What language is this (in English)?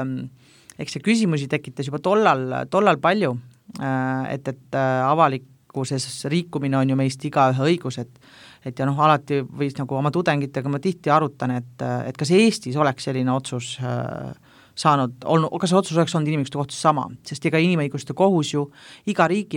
Estonian